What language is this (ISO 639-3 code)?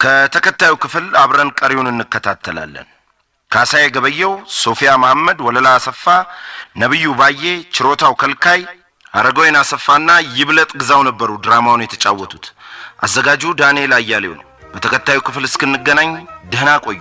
amh